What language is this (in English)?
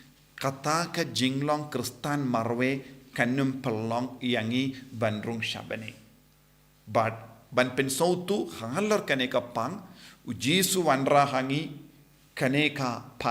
Khasi